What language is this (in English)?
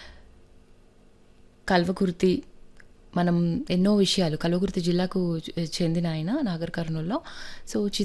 Telugu